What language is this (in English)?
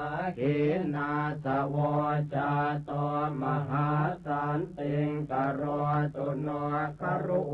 Pali